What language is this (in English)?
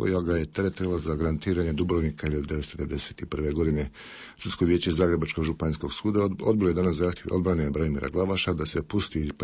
Bosnian